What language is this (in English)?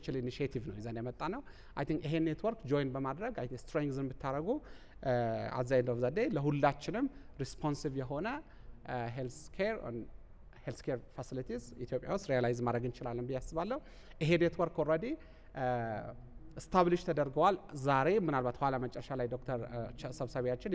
Amharic